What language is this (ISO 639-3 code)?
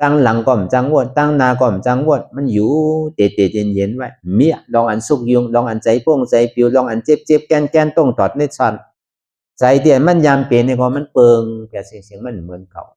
shn